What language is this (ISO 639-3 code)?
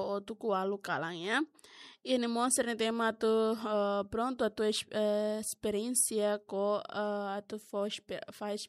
tet